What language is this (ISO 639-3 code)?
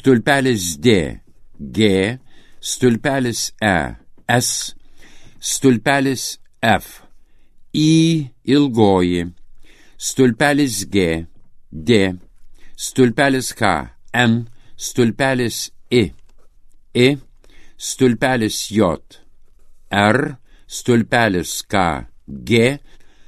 lit